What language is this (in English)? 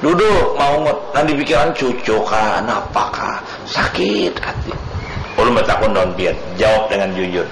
Banjar